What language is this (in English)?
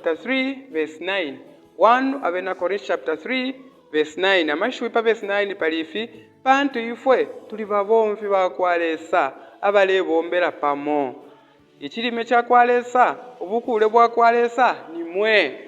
Bemba